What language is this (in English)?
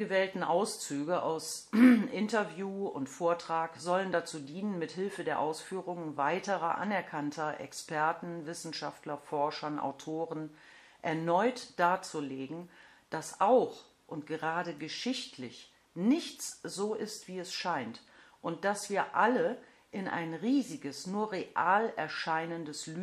German